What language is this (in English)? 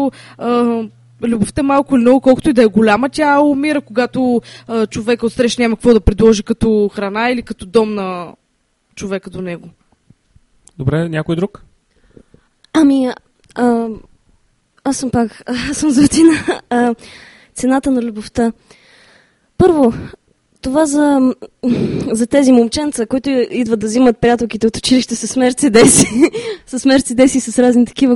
Bulgarian